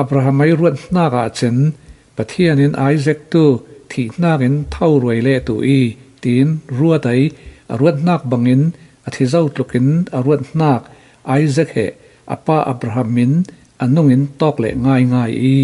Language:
Falam Chin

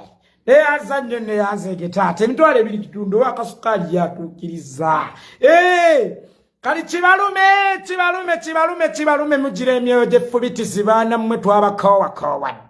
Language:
Ganda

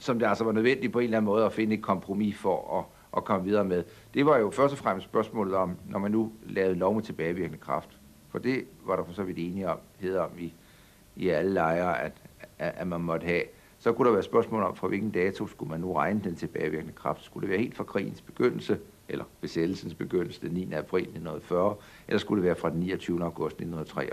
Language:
Danish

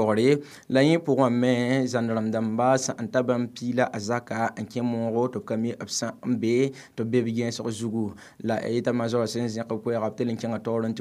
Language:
Mossi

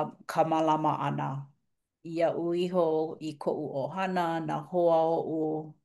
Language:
Hawaiian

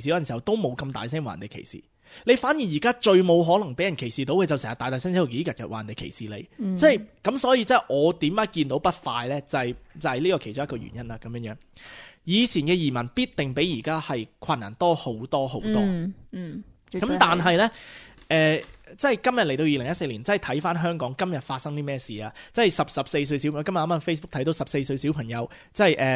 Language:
Cantonese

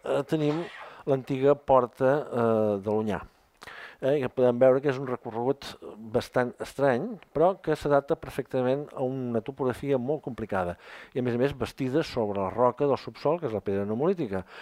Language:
Catalan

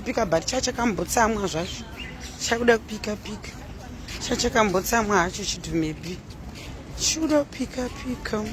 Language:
Shona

